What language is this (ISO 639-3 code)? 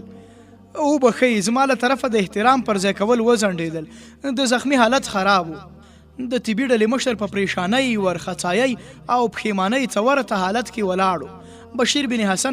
pus